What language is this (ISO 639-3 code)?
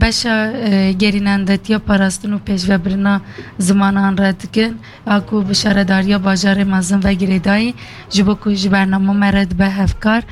kur